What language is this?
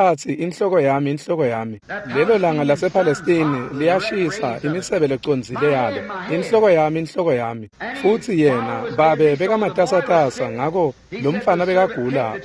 Swati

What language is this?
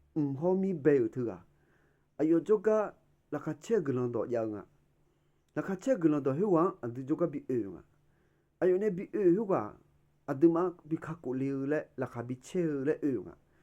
Akha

